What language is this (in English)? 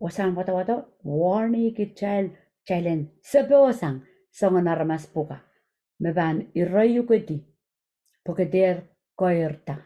Pohnpeian